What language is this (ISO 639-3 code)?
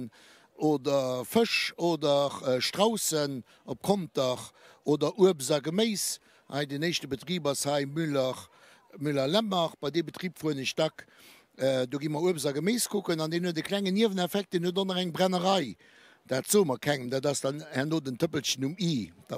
ltz